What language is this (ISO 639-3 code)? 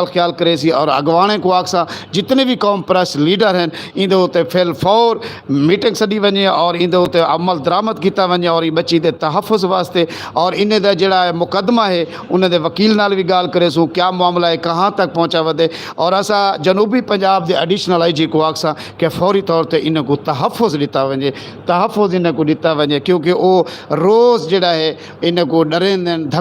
skr